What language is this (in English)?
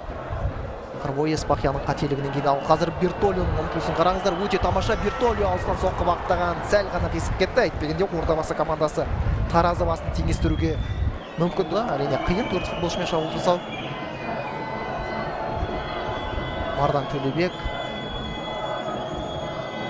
Kazakh